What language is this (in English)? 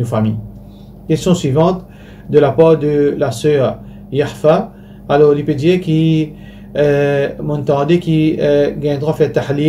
Morisyen